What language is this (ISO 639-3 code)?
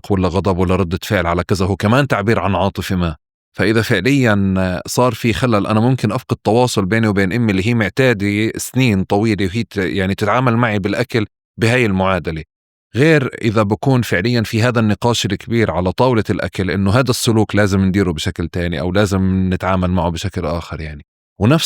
apc